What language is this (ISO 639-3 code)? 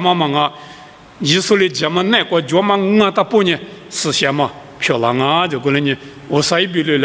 lis